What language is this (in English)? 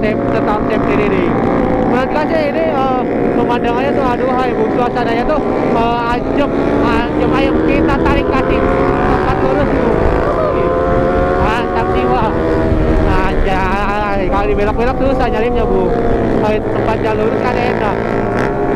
Indonesian